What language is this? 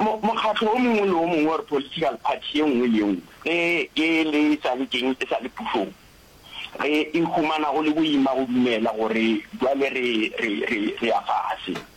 Northern Sotho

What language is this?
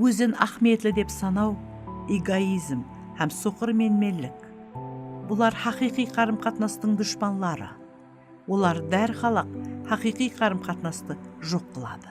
Kara-Kalpak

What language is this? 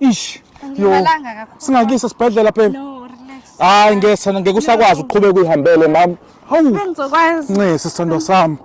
Zulu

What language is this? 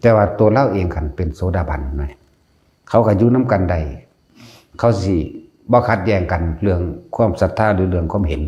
Lao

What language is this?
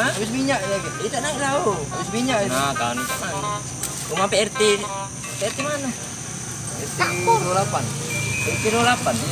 Musi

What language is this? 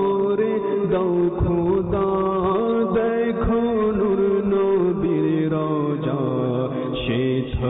Bangla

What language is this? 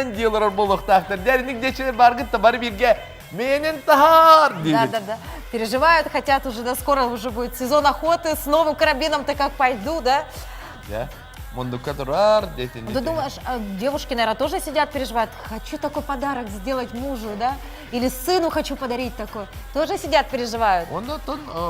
Yakut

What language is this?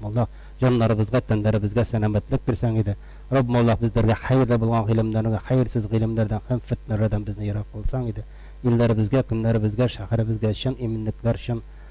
Tatar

